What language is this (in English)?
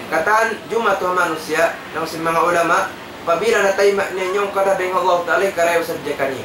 Tausug